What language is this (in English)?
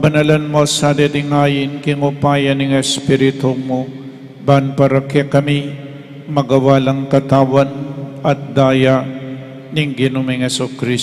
Pampanga